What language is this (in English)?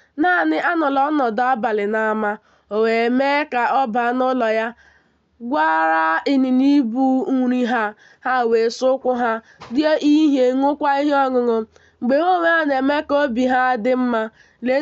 Igbo